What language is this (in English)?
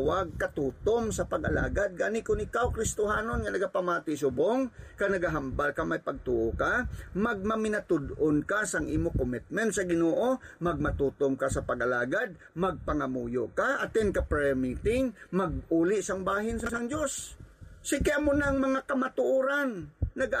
Hiligaynon